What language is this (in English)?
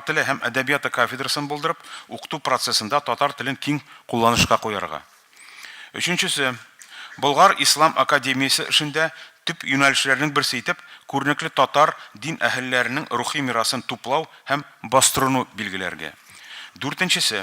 Tatar